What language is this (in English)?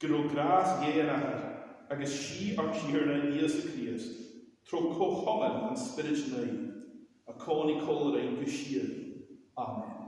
Scottish Gaelic